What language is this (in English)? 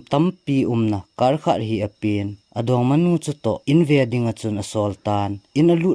Thado Chin